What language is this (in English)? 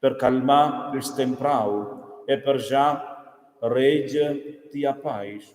Romansh